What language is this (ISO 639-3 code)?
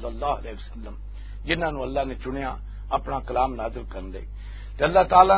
lah